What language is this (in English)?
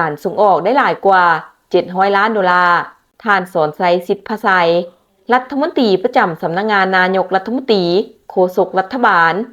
Lao